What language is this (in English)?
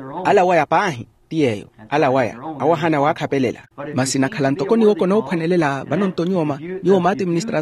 Makhuwa